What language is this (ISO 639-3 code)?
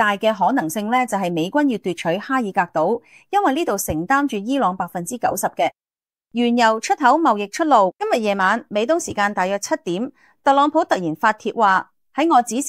yue